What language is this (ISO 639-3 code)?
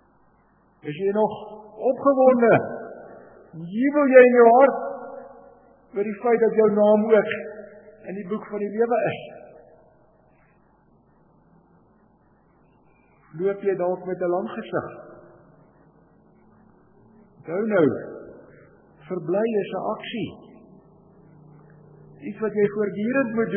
afr